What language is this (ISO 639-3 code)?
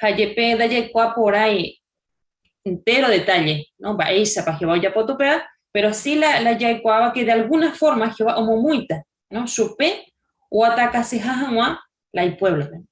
grn